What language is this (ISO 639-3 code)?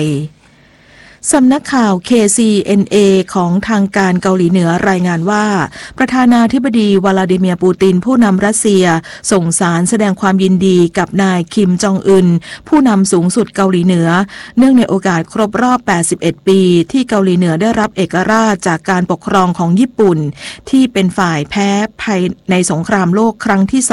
tha